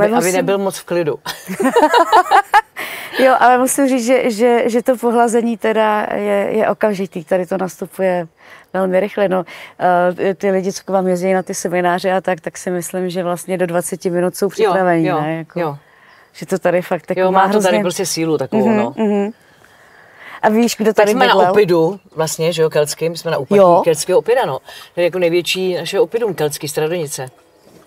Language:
Czech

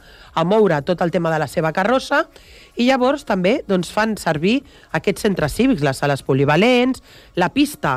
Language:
Catalan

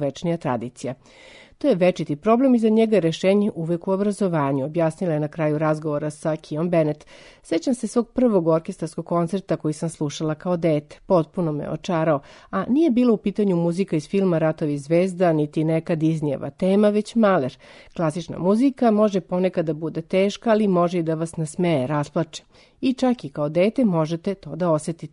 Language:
Serbian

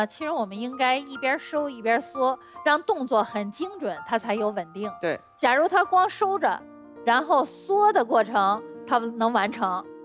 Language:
Chinese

